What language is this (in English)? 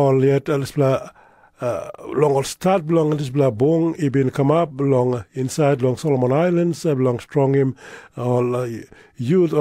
Tok Pisin